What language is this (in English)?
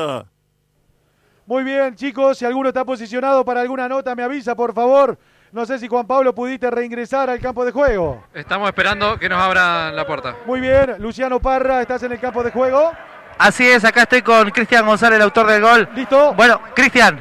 Spanish